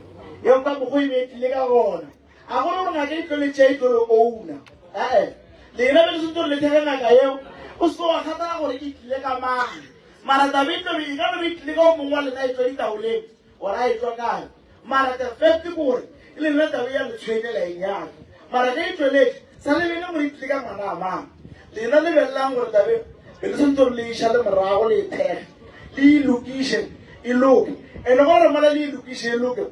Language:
Northern Sotho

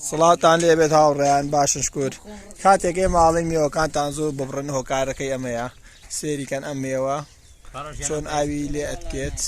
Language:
Central Kurdish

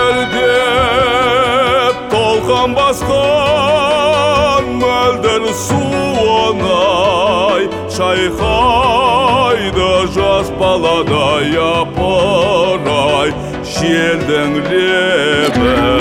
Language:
Kazakh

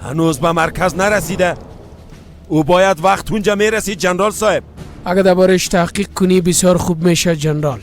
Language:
Persian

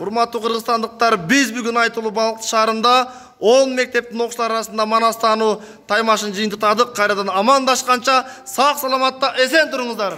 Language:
Kyrgyz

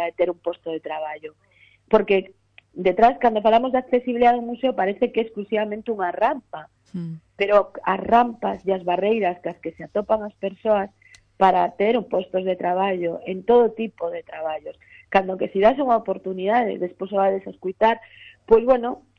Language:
Galician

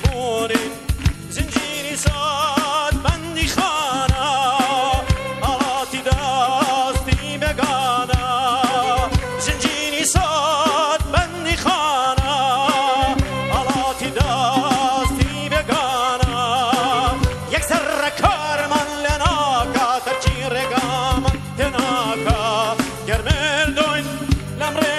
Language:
Persian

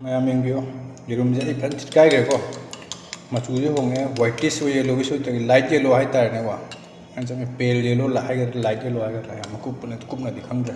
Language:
Manipuri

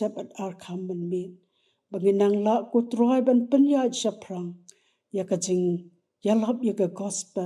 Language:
Khasi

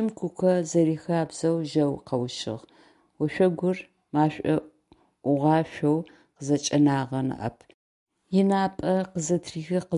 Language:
Adyghe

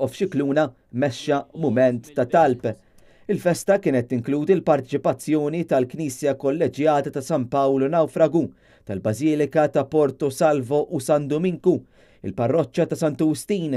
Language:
Maltese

